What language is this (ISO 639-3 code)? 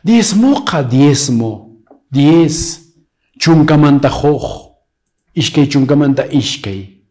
que